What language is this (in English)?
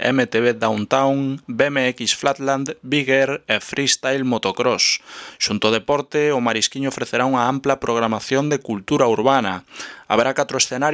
Galician